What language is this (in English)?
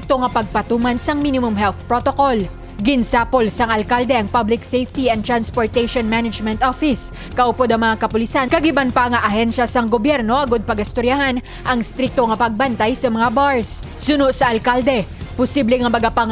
Hiligaynon